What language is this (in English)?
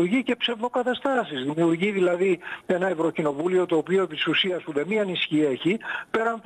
Greek